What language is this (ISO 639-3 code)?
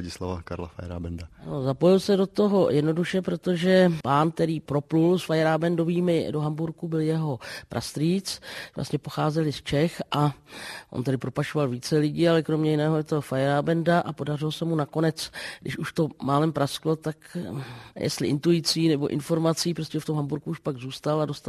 ces